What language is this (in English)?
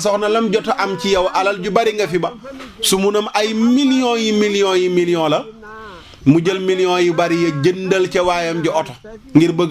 Wolof